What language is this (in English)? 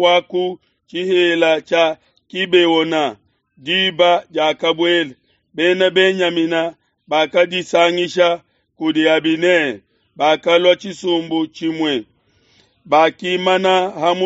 Luba-Lulua